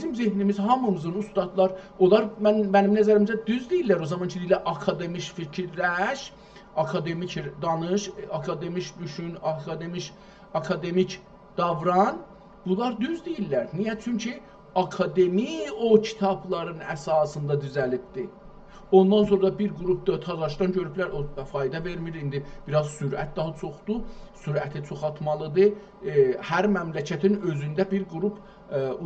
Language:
South Azerbaijani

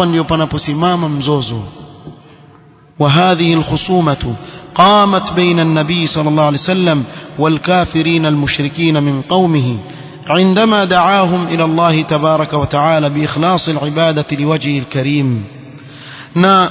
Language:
Swahili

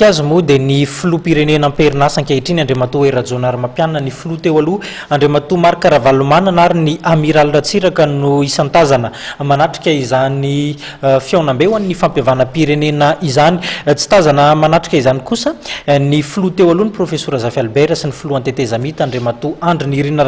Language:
Malagasy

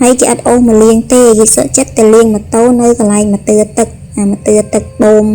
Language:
Khmer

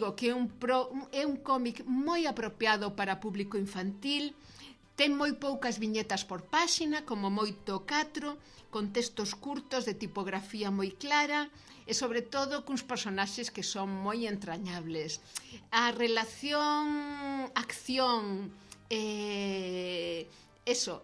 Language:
Galician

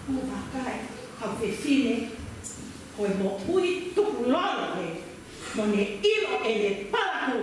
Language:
Tongan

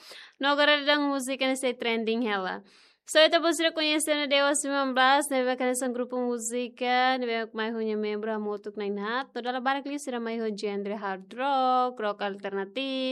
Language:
Tetum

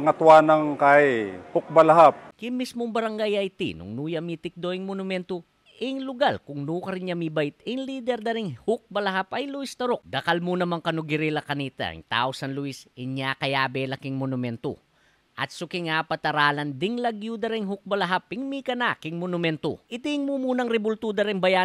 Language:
Pampanga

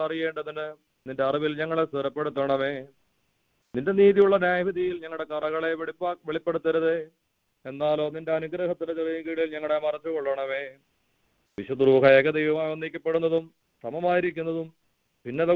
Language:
Malayalam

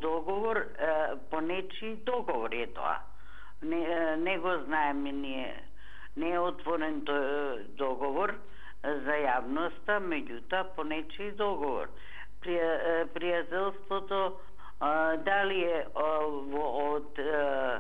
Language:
Macedonian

